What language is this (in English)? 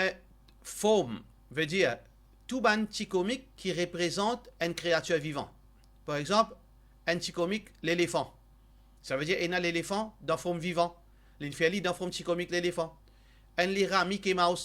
Morisyen